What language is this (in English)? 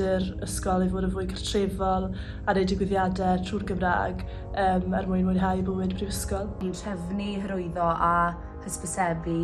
Welsh